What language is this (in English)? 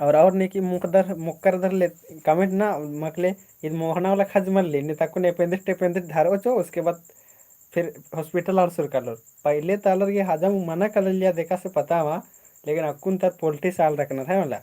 Kurukh